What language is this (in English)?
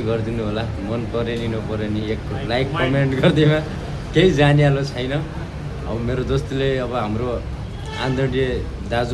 Nepali